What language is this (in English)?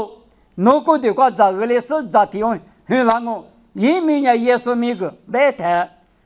Lisu